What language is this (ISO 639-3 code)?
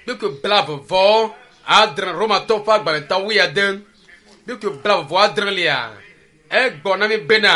ewe